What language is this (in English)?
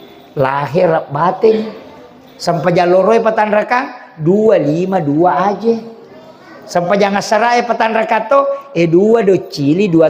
Buginese